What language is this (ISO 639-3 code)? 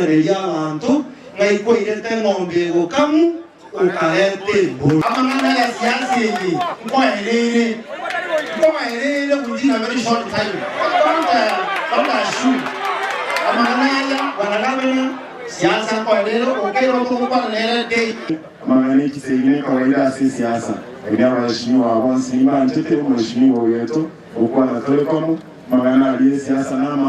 guz